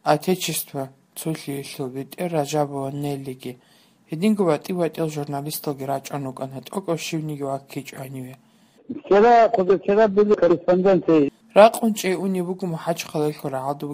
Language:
Avaric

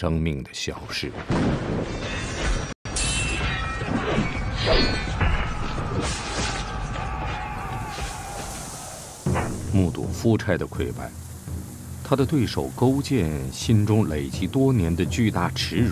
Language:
Chinese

